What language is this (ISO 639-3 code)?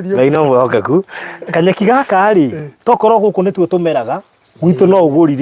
kik